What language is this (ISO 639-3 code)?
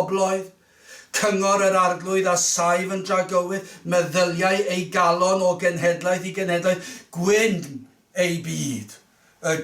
cym